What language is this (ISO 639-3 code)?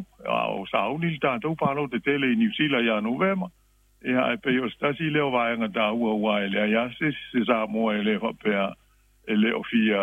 smo